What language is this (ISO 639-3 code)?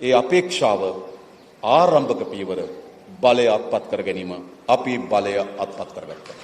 sin